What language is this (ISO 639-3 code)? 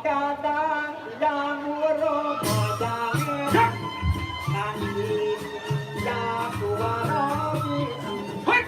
ban